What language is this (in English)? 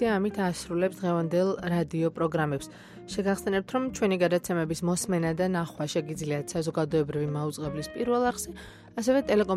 Georgian